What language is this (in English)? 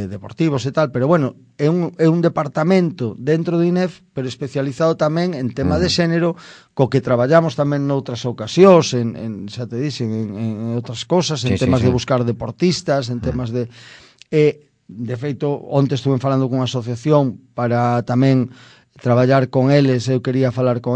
Galician